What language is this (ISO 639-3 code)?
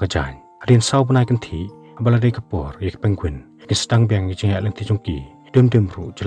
kha